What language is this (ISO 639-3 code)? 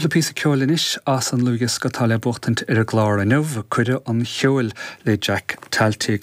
gle